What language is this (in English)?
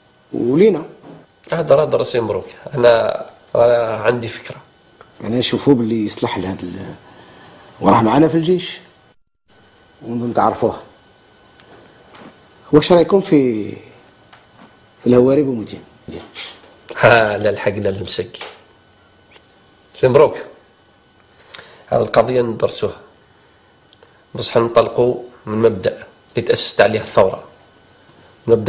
Algerian Arabic